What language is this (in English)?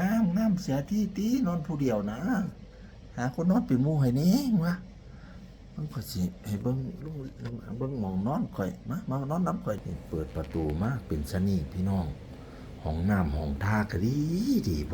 Northeastern Thai